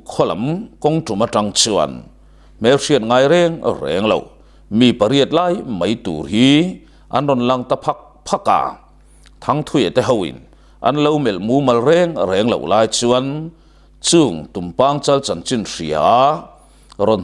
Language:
Mizo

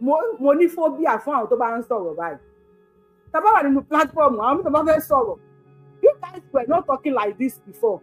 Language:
Yoruba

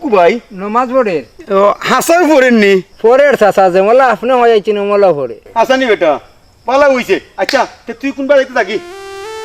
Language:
Sylheti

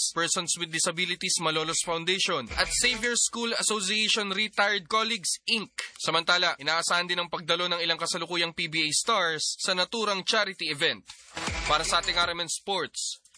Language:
Filipino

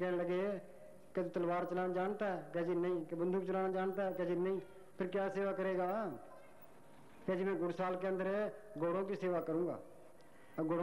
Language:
Hindi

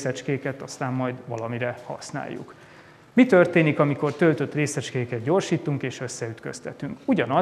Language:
Hungarian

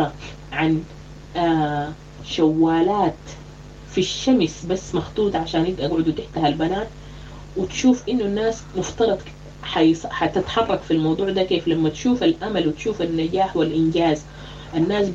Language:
Sudanese Arabic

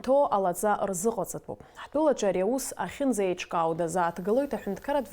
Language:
Abkhazian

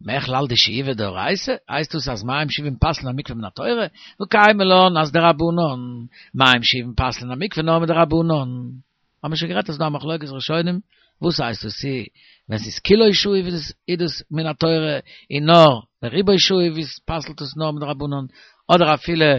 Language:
Yiddish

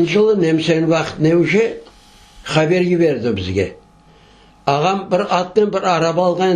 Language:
Crimean Tatar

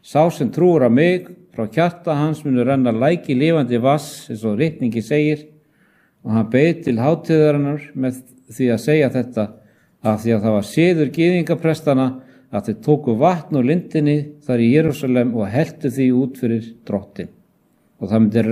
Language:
Icelandic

